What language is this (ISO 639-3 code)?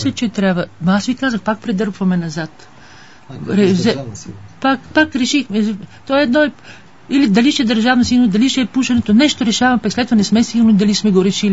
bul